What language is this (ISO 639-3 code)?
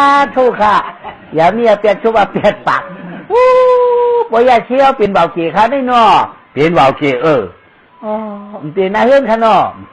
shn